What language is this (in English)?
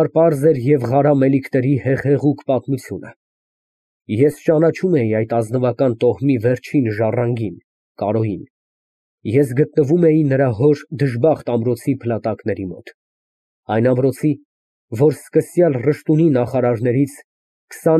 Armenian